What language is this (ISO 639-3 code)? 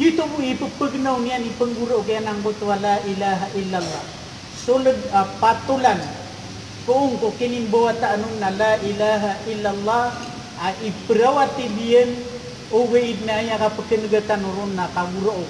mrw